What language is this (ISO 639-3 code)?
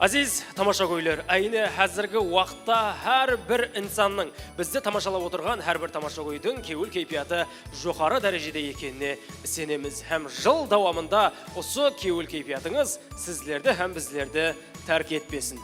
kaa